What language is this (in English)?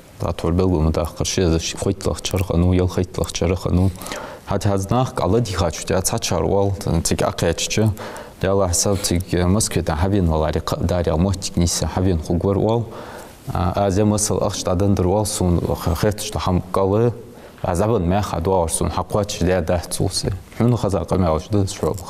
Ingush